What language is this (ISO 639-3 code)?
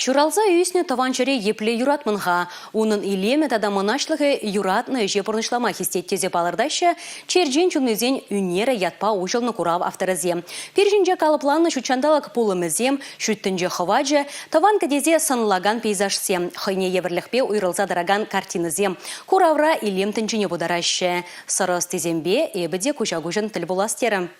chv